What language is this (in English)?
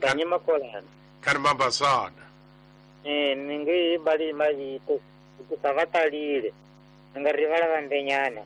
Tsonga